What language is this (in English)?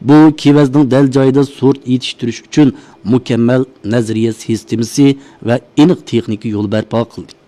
Uyghur